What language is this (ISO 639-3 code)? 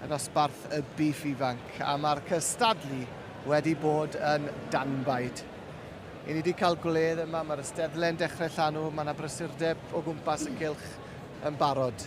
cym